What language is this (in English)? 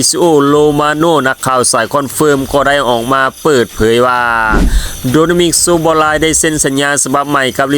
Lao